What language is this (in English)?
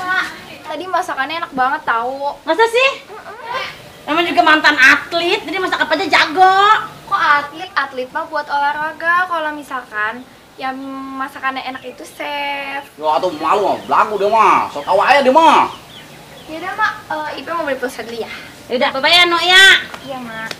Betawi